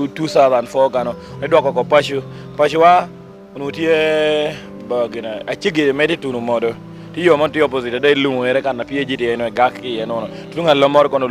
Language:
Lango (Uganda)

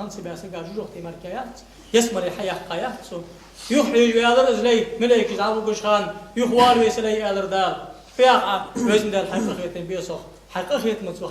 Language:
Ingush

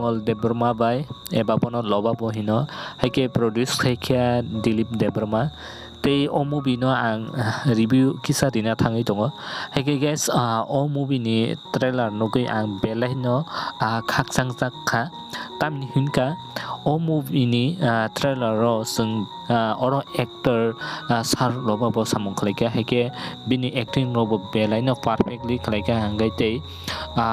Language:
Kok Borok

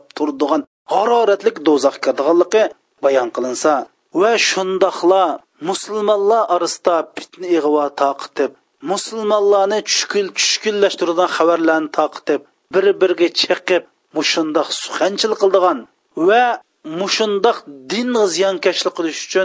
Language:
Uyghur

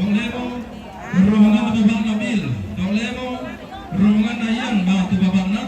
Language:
Toraja-Sa'dan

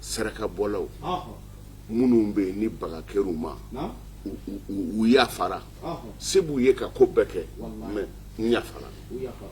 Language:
Bambara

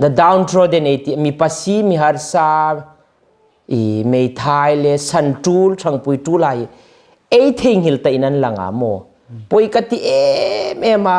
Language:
Hmar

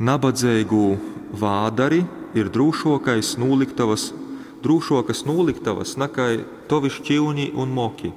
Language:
Latgalian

